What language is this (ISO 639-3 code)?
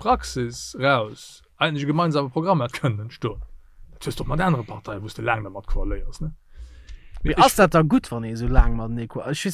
ltz